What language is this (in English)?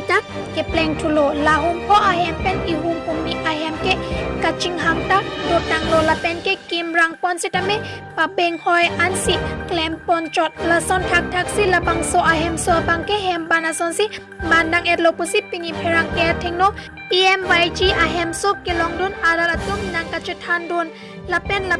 Karbi